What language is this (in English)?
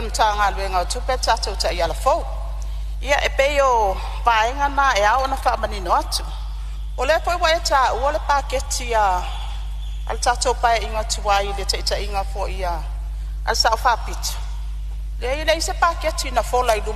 Samoan